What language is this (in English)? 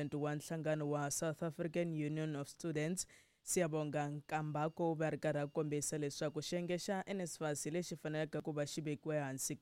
Tsonga